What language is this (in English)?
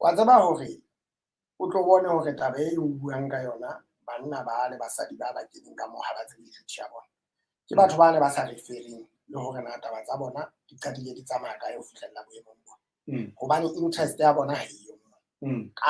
Southern Sotho